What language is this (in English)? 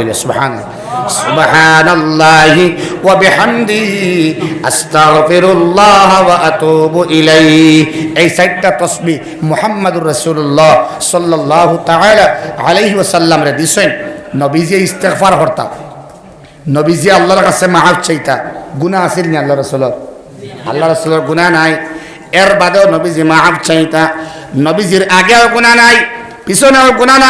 Sylheti